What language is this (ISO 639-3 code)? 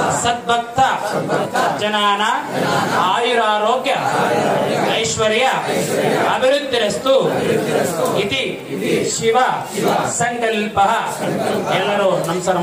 kan